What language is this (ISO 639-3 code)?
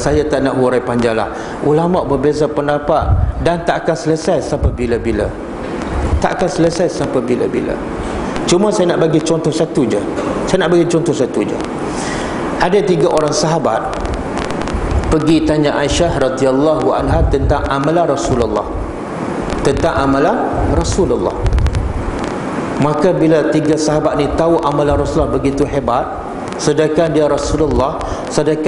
msa